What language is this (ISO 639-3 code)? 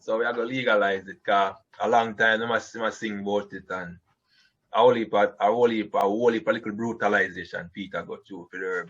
jam